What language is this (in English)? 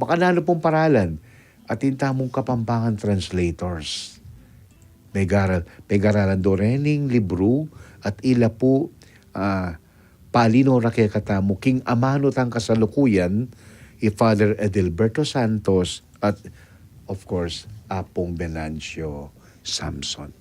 Pampanga